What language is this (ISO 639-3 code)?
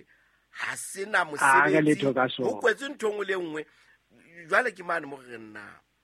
sot